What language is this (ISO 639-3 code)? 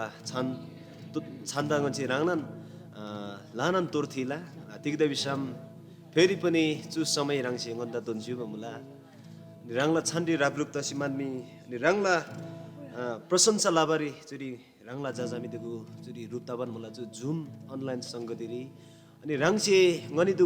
taj